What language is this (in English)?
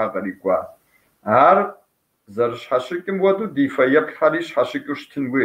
Kabardian